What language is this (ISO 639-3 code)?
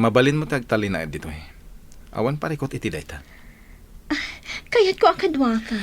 ilo